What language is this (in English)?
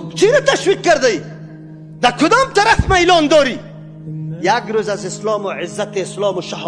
Persian